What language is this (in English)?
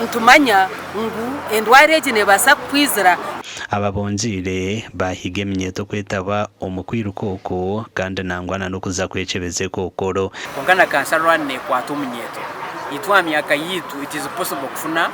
Nyankole